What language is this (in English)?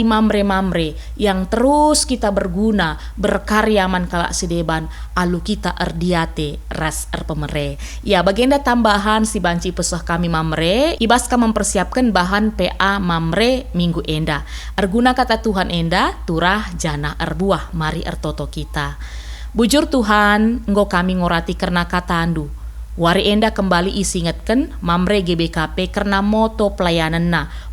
Batak Karo